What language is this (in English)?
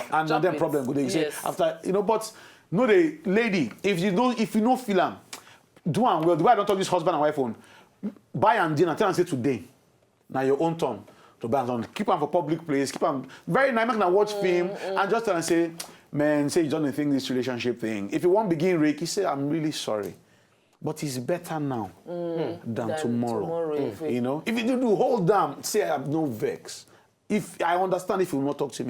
Nigerian Pidgin